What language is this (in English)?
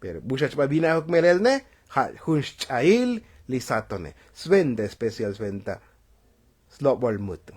Tzotzil